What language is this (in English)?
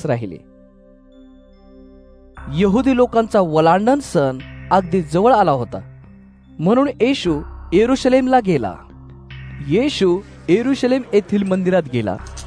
Marathi